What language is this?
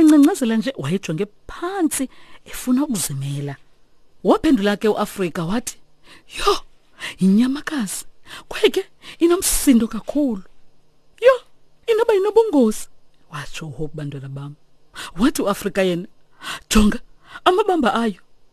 Xhosa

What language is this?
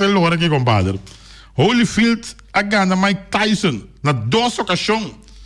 Papiamento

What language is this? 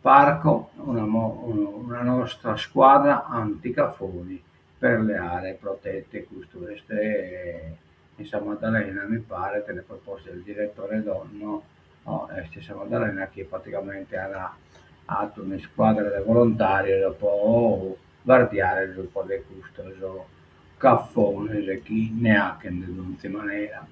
Sardinian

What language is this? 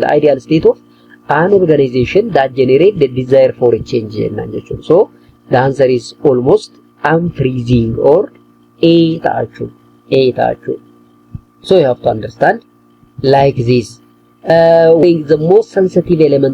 Oromo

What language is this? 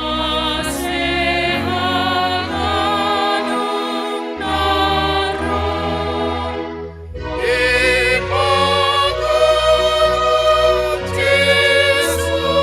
Batak Simalungun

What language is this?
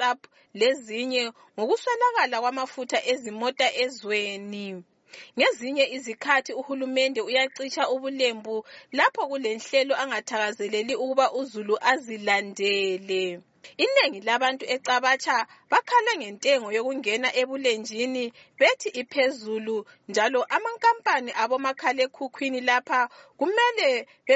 North Ndebele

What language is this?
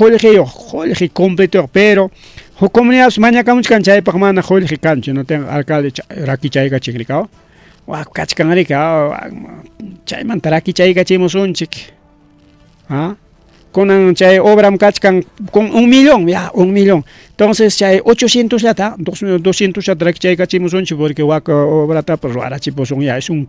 Ayacucho Quechua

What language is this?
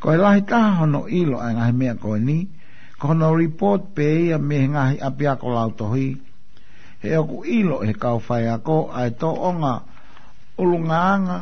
Tongan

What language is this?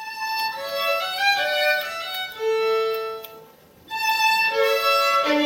Czech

